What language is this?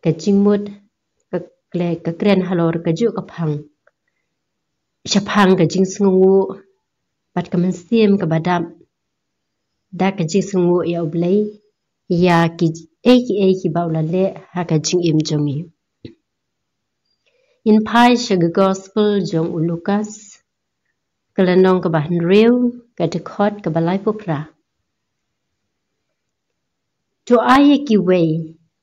Khasi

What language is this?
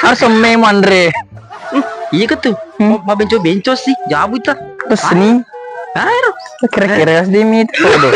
Buginese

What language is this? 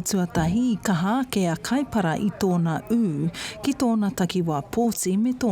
Māori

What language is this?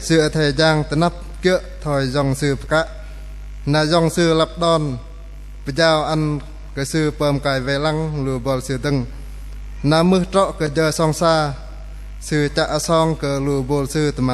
Bahnar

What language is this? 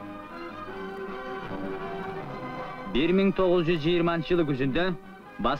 Kyrgyz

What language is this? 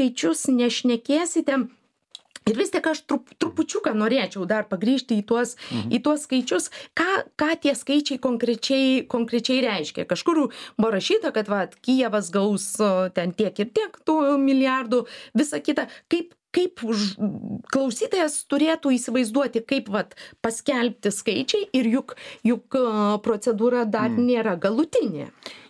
Lithuanian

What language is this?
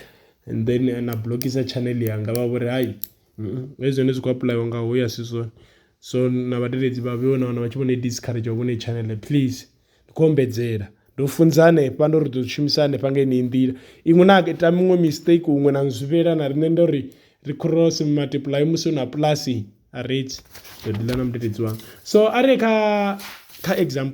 Venda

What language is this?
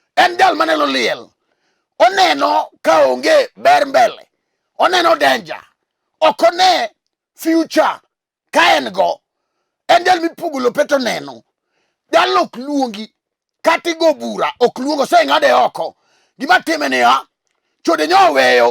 Luo (Kenya and Tanzania)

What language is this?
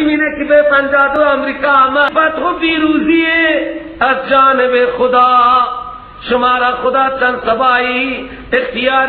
Persian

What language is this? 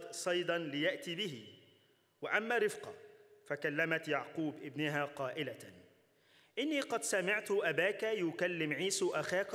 Egyptian Arabic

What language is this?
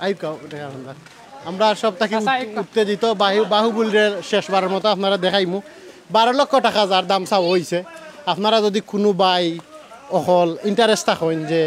Sylheti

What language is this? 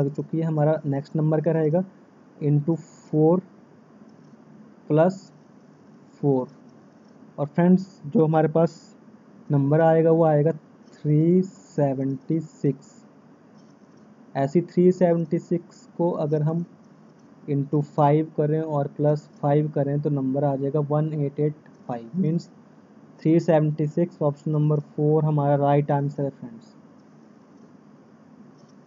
Hindi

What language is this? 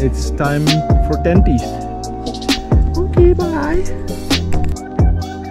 Dutch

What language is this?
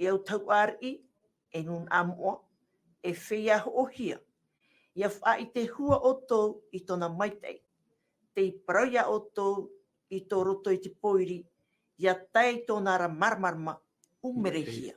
Tahitian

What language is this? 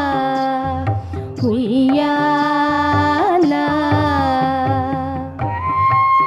Telugu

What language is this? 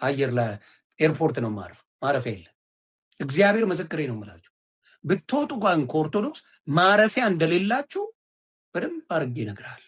Amharic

